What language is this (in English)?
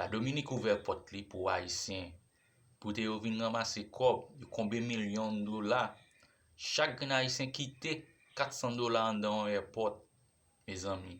Haitian Creole